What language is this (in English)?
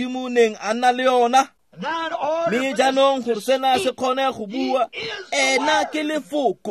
Tswana